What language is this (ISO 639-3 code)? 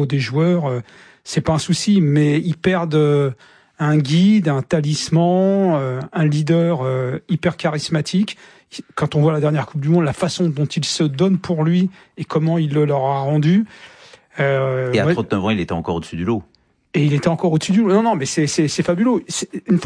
fra